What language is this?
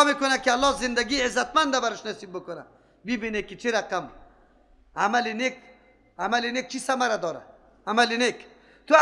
Persian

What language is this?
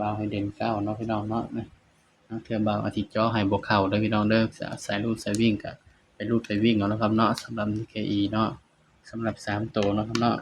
Northeastern Thai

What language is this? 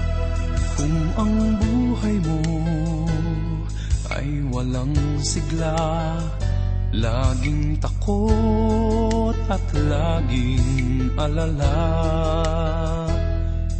Filipino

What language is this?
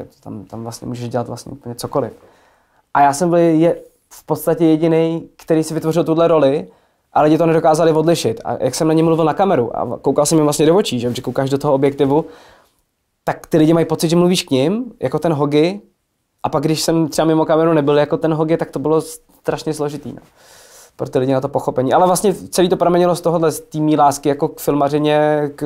Czech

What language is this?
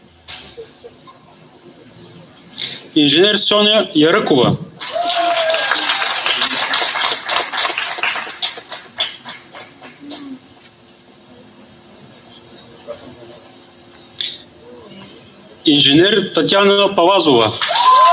Bulgarian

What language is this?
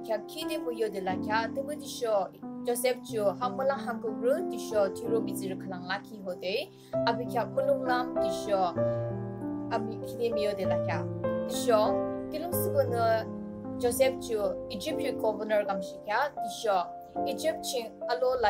Yimchungru Naga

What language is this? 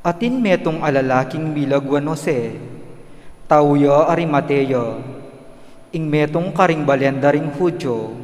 Pampanga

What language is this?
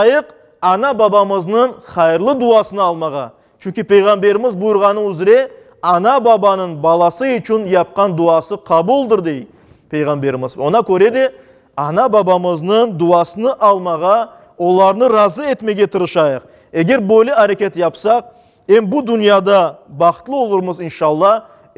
Crimean Tatar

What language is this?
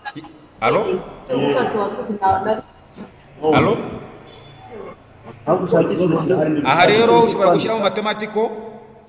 Kinyarwanda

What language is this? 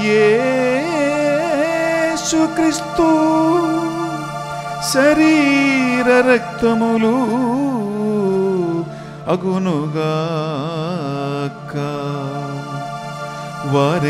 Telugu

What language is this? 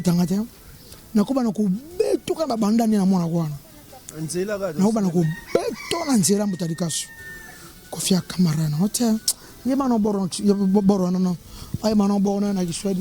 Lingala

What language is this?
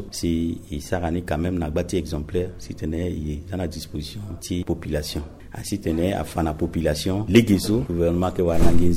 Sango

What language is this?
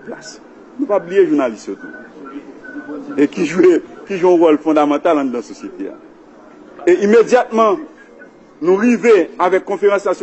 Haitian Creole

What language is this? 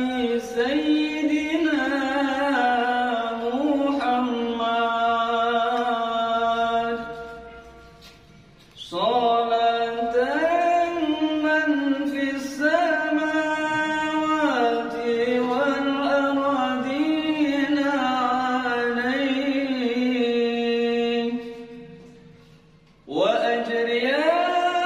Arabic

